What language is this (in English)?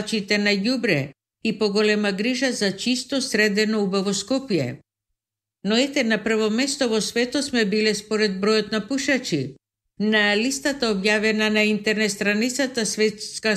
Macedonian